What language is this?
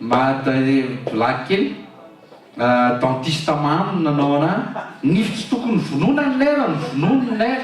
Malagasy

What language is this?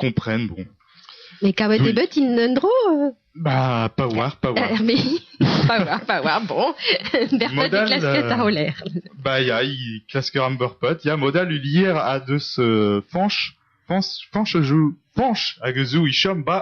Breton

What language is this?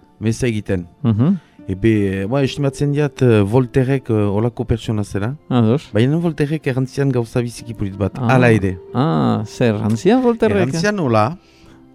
Basque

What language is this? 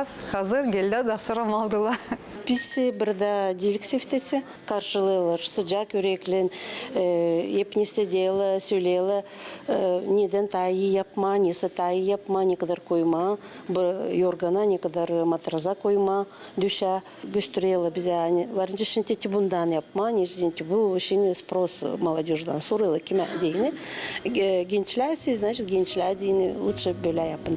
Gagauz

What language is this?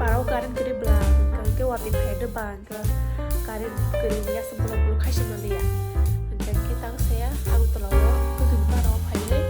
Kok Borok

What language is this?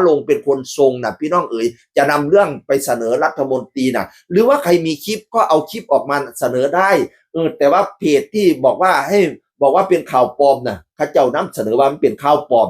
Northeastern Thai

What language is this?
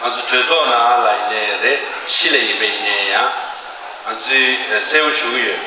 Tibetan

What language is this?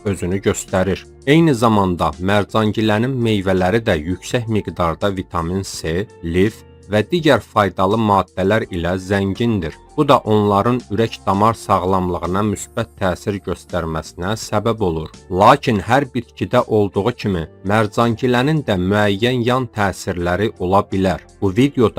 Azerbaijani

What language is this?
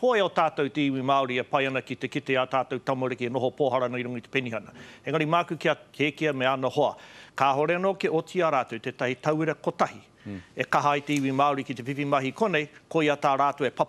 Māori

